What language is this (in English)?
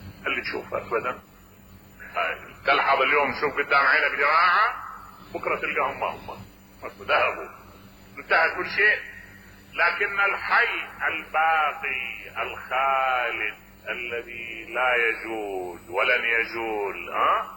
Mesopotamian Arabic